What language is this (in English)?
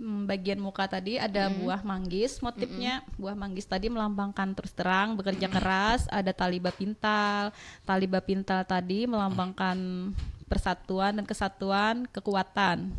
Banjar